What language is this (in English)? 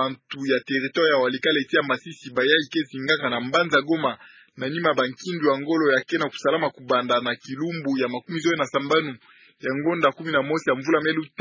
Kituba (Democratic Republic of Congo)